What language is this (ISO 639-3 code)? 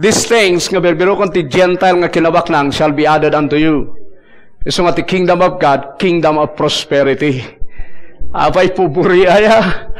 ilo